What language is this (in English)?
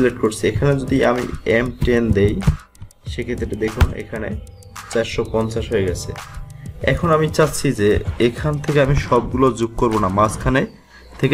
Bangla